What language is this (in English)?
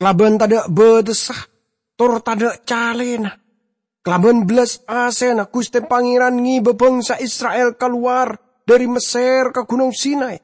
Madurese